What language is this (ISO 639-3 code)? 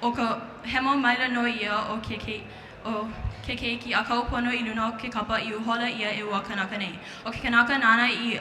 haw